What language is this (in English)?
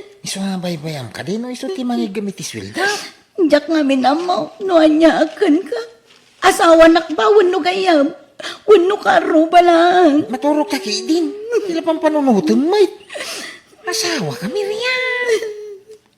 Iloko